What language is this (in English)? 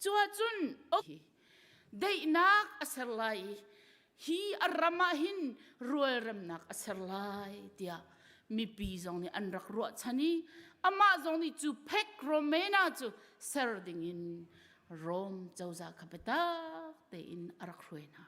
Hakha Chin